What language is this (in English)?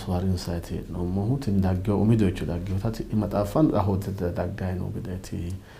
Sidamo